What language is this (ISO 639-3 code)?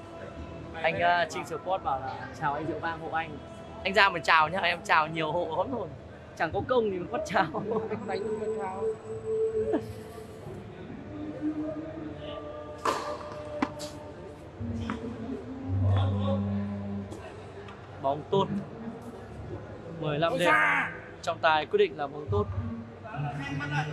vie